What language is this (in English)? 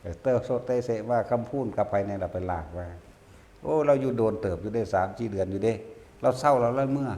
Northeastern Thai